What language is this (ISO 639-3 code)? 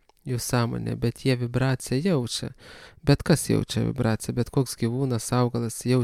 lit